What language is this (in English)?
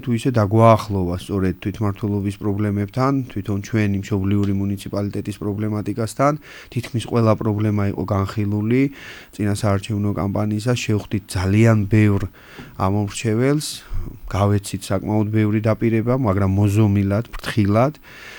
Georgian